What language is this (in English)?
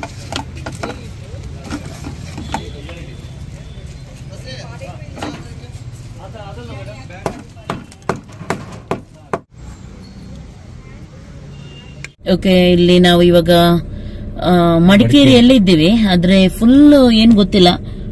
Kannada